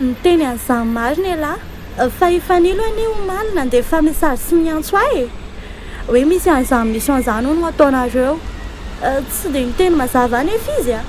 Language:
Malagasy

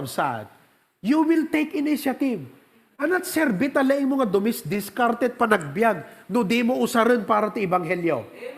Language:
Iloko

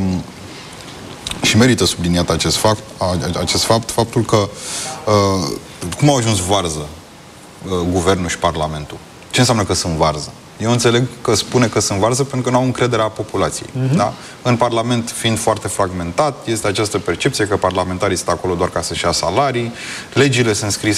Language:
Romanian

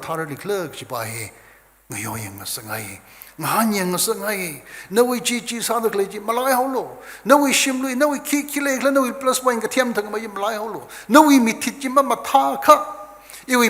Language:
Tangkhul Naga (India)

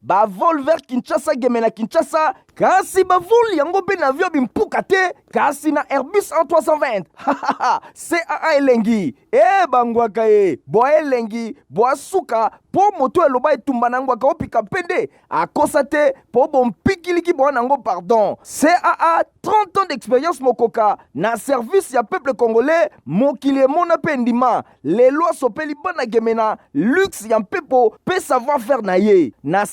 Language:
Lingala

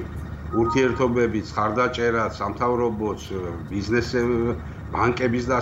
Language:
Georgian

